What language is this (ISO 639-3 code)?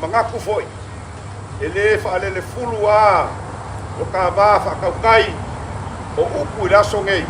smo